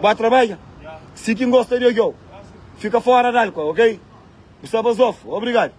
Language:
Kabuverdianu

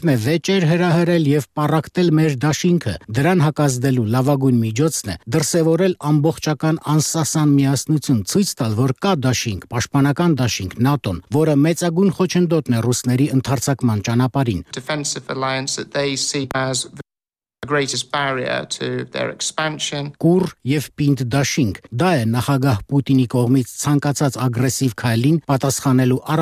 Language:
Armenian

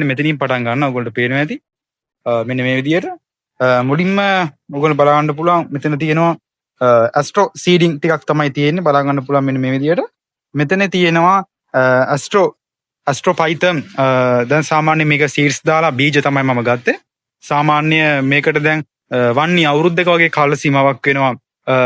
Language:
Sinhala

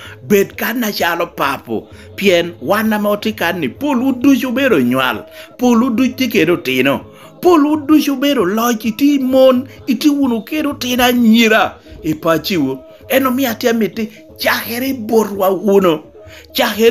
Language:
Lango (Uganda)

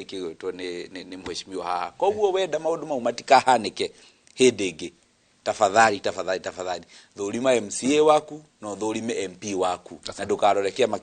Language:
Kikuyu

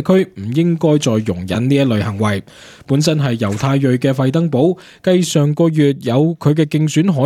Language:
Cantonese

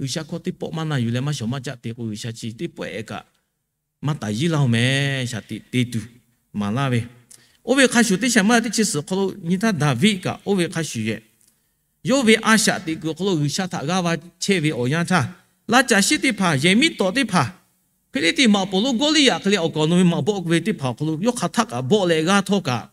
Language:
Lahu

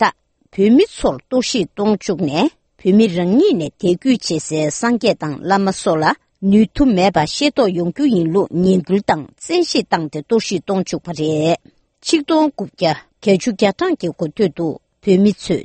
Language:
Tibetan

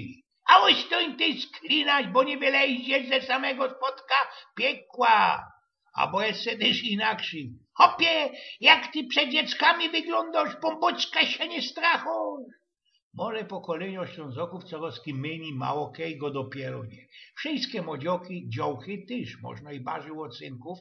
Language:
Silesian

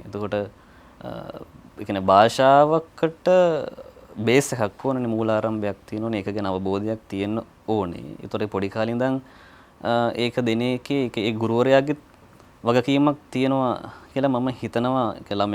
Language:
Sinhala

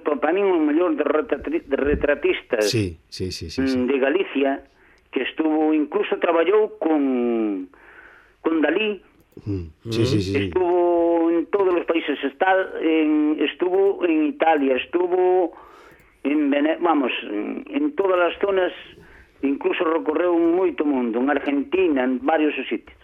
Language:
Galician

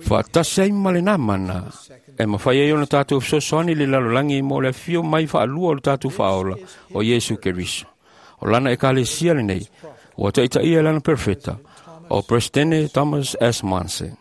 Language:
Samoan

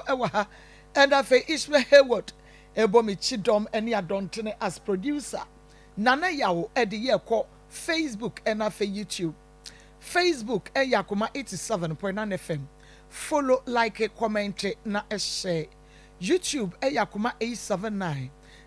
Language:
Akan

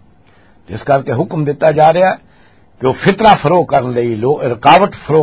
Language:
Western Panjabi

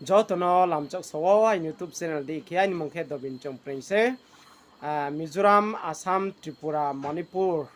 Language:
Riang (India)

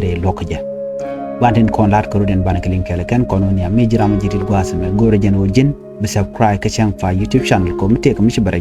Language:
Nuer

